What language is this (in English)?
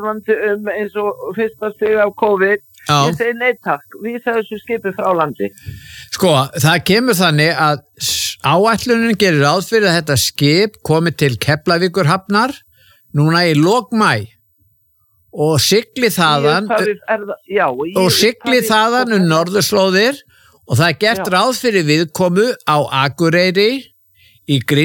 Icelandic